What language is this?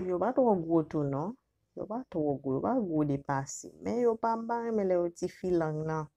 Haitian Creole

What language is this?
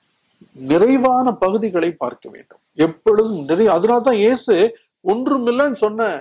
Tamil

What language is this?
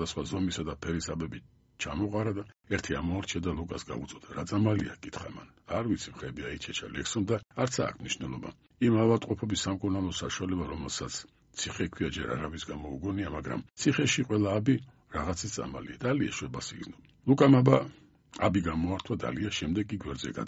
Georgian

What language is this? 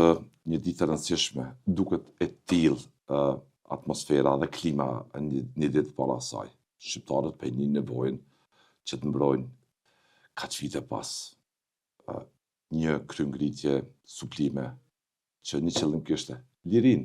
Albanian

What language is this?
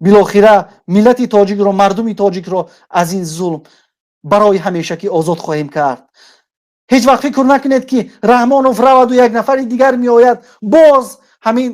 Tajik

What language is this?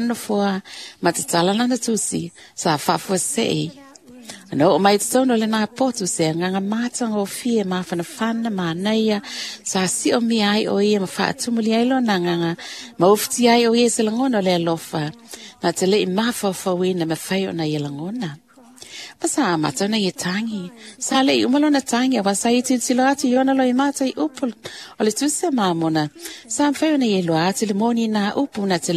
Samoan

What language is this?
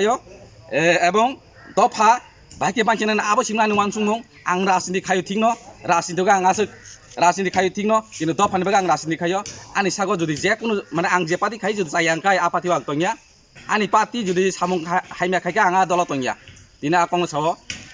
Kok Borok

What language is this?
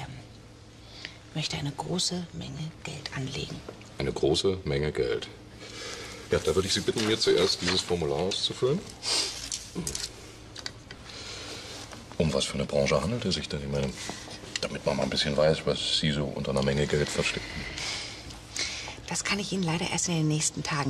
German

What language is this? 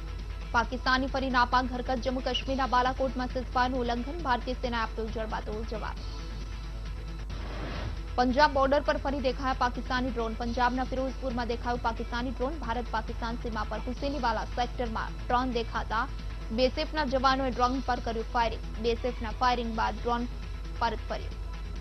Gujarati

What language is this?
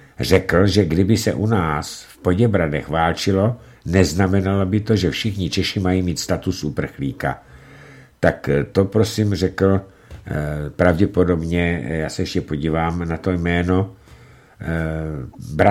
Czech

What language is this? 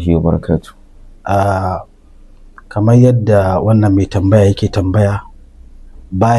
Hausa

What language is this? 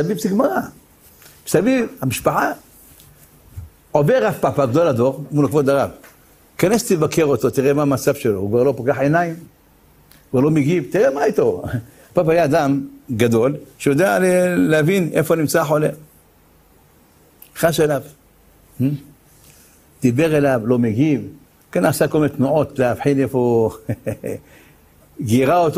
Hebrew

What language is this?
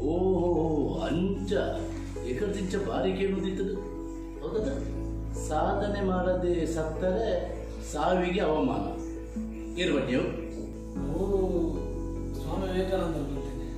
Tulu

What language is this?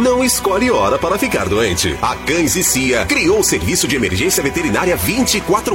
Portuguese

